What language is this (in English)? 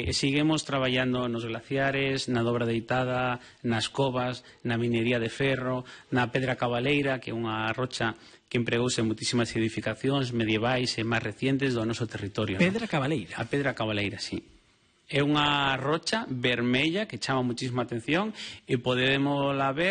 Galician